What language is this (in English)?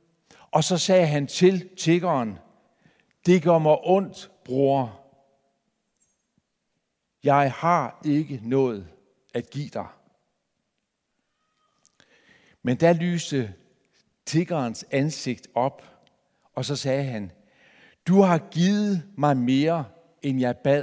Danish